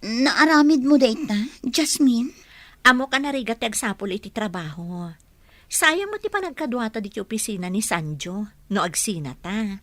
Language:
Iloko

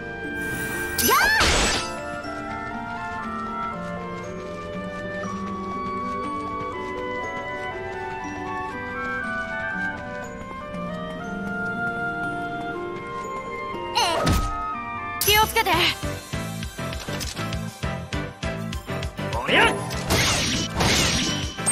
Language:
Japanese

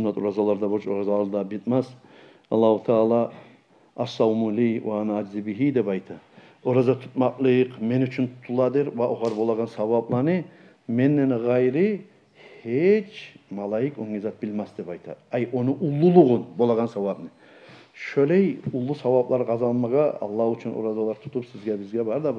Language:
Kumyk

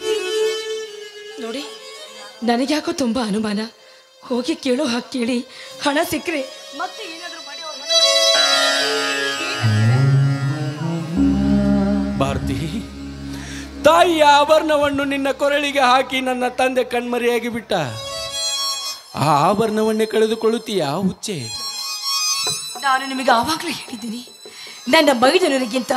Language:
Kannada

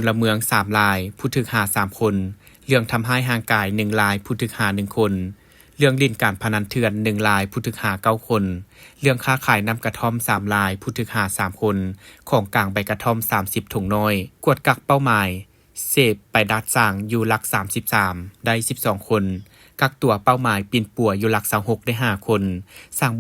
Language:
Lao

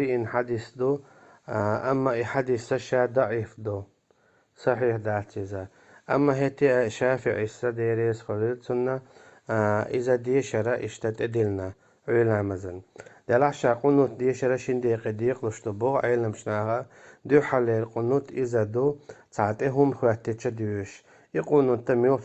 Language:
Chechen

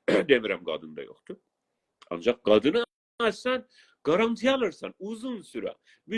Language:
South Azerbaijani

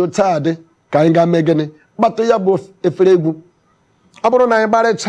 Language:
Igbo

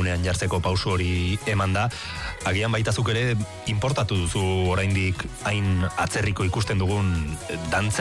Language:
Basque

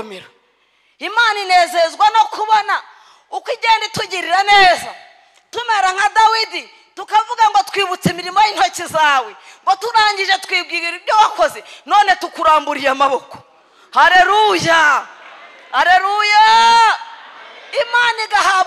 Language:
Kinyarwanda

